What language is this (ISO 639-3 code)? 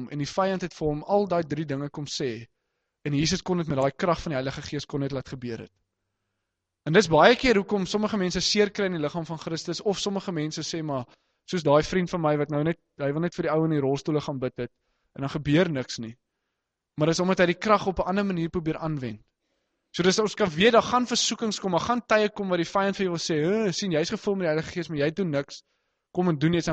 afr